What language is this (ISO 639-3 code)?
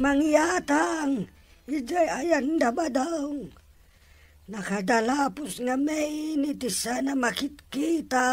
ilo